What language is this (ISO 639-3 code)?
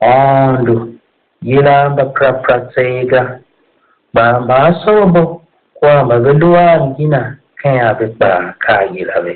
tiv